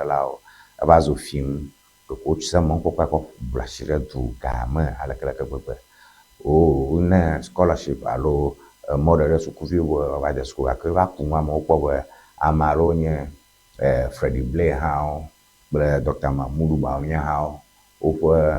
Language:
Ewe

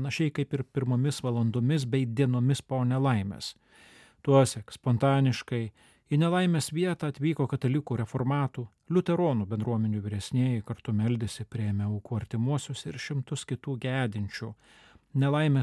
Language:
Lithuanian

